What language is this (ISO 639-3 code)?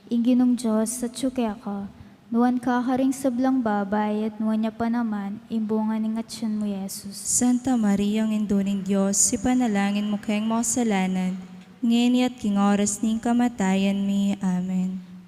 pam